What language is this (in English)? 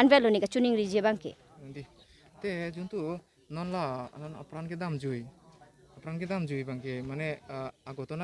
Karbi